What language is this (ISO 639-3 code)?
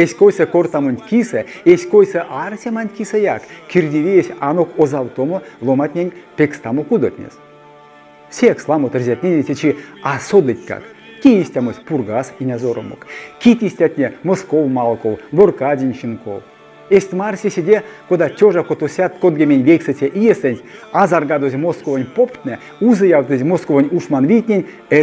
myv